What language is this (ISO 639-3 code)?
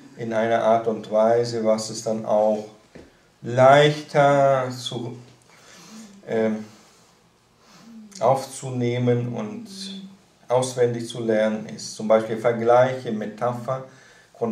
deu